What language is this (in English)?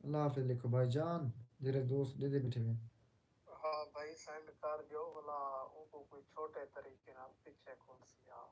Saraiki